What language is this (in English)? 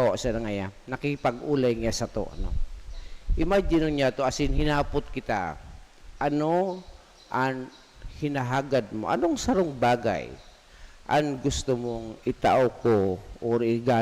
Bikol